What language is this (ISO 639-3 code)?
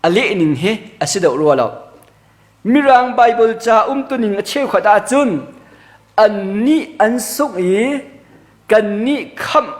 cnh